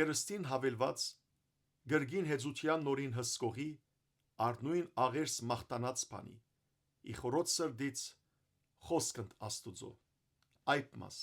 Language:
Western Armenian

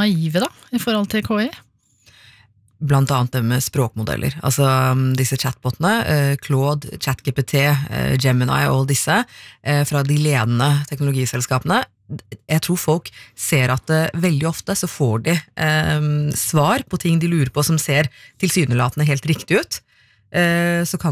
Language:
Norwegian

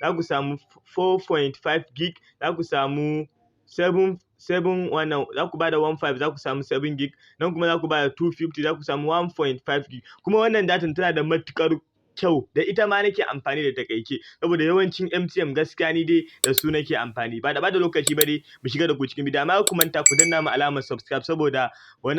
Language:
Hausa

